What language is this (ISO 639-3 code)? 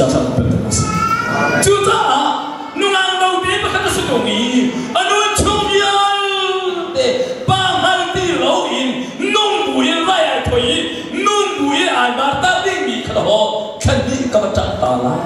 cnh